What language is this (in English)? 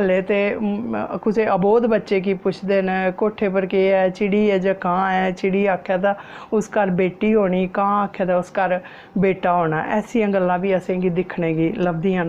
Dogri